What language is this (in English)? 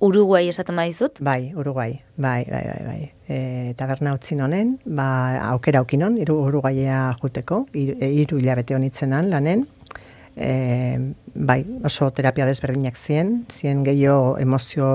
Basque